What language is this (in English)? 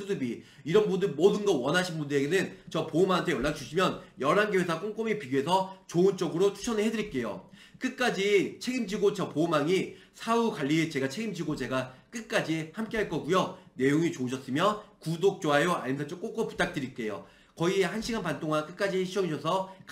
Korean